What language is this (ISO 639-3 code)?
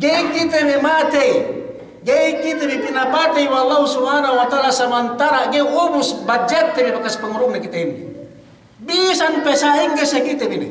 yka